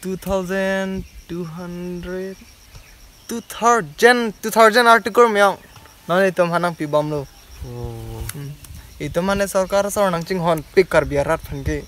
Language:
Karbi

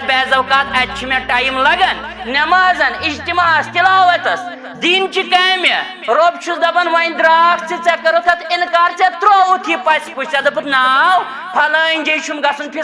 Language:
Kashmiri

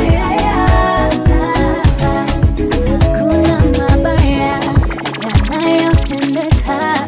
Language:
Swahili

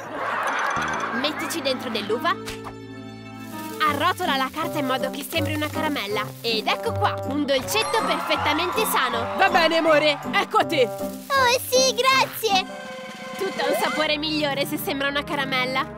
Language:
Italian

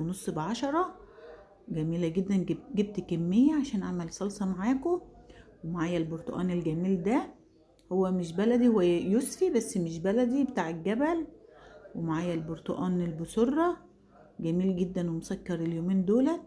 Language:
Egyptian Arabic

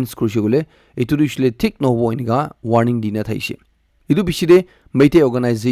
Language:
Naga Pidgin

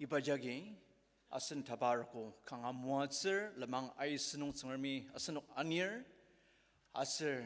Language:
Ao Naga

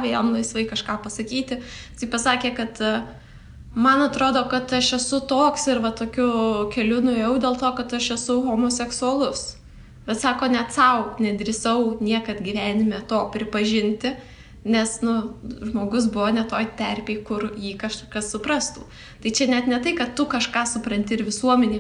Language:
Lithuanian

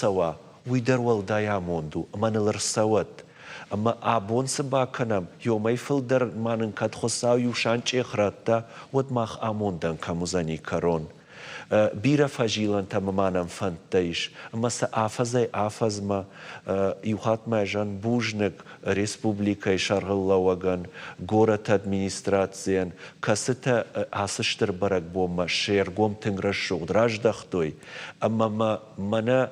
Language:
Ossetic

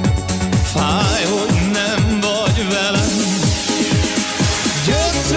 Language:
Hungarian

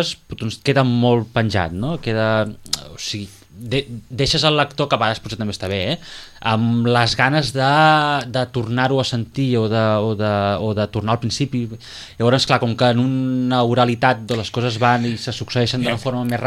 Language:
Catalan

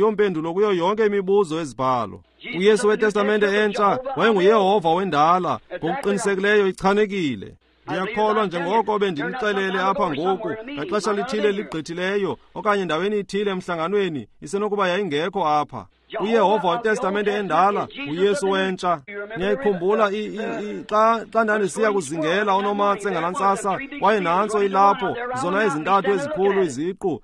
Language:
Xhosa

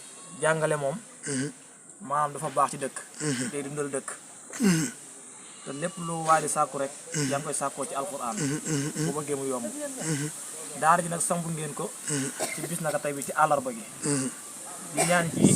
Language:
Wolof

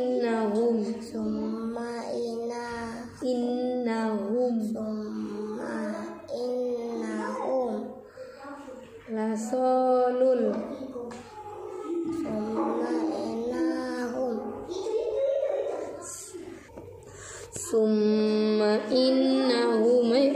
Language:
Indonesian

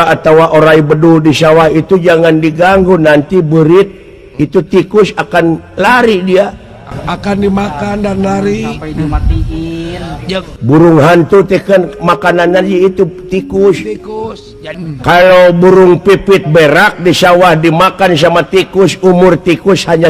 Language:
Sundanese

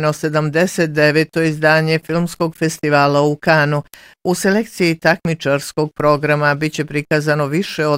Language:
Bosnian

